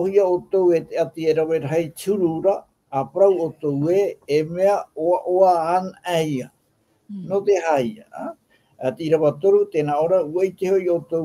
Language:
Tahitian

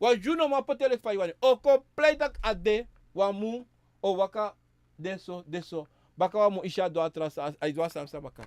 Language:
Sranan Tongo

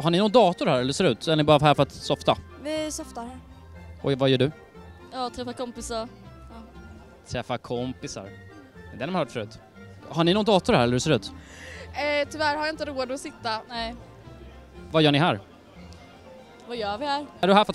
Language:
Swedish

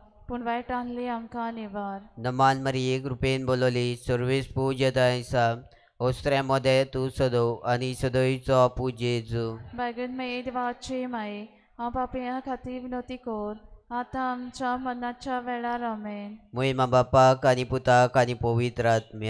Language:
Konkani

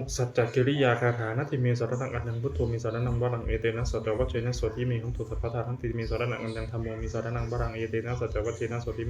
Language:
Pali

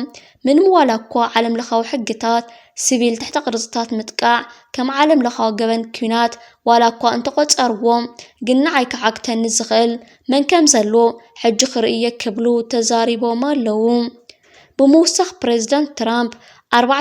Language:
Tigrinya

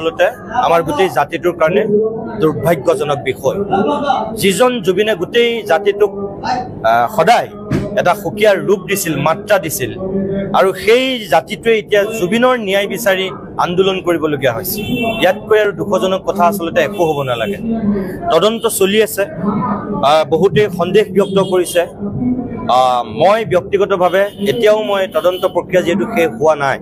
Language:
Assamese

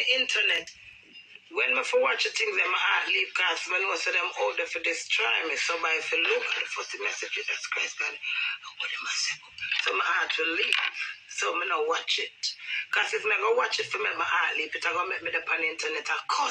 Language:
Jamaican Creole English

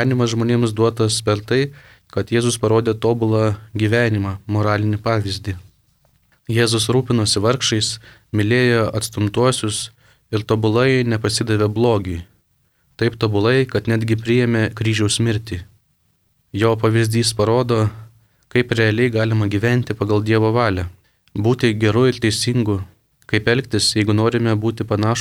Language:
Lithuanian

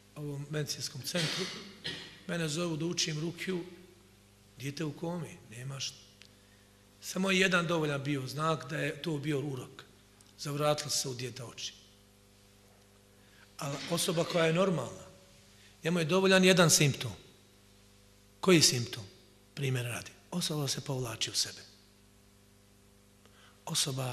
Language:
Bosnian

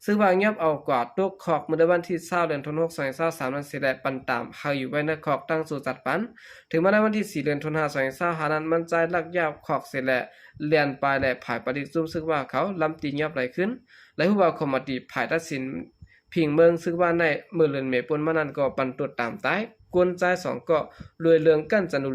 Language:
Shan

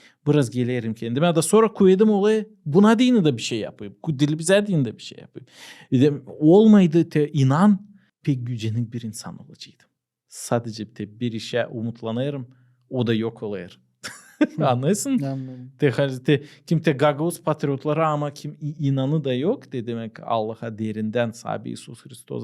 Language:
Gagauz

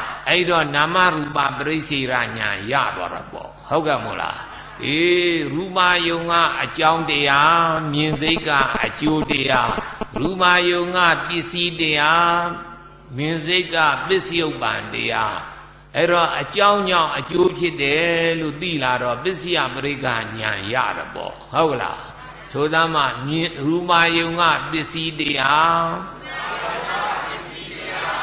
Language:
Burmese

